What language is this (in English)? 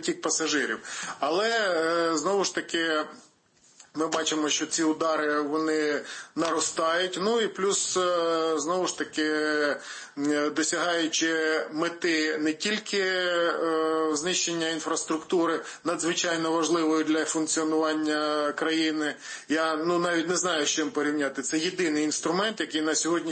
Ukrainian